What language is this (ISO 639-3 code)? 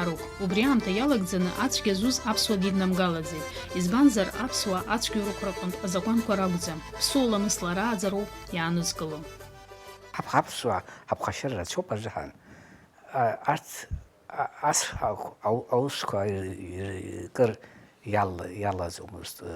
abk